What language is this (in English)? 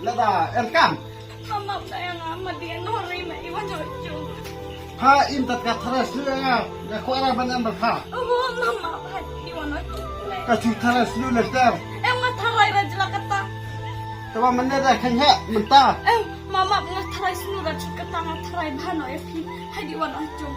Khasi